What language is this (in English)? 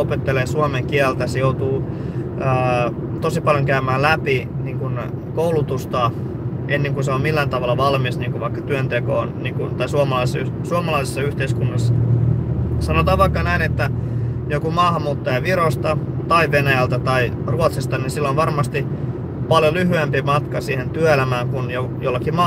Finnish